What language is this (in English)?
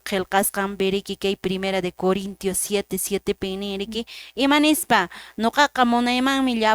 Quechua